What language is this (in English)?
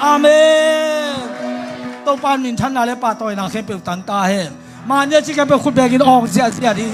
Tedim Chin